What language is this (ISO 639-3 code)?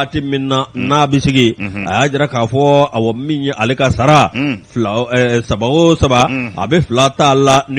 bam